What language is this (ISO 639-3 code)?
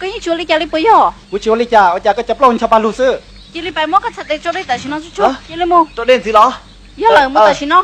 hmn